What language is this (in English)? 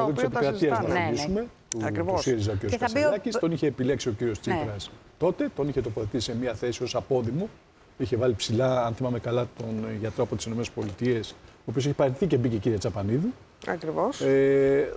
Greek